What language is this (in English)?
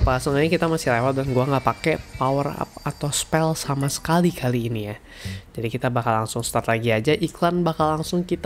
Indonesian